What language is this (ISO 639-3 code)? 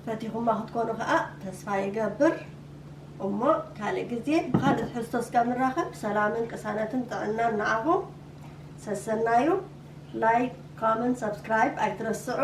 tir